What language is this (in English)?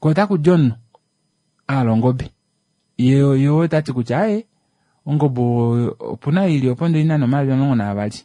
Kuanyama